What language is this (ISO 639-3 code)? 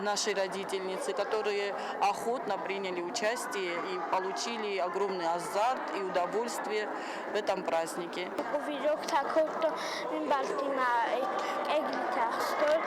oss